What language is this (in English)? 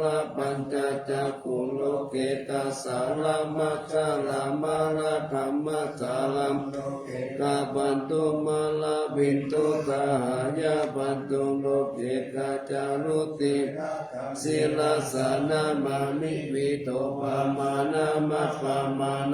Pali